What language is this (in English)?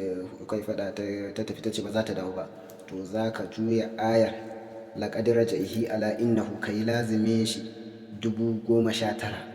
Hausa